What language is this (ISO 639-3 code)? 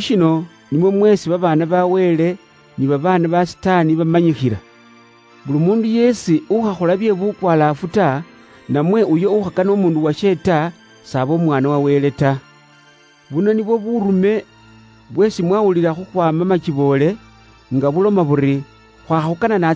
luy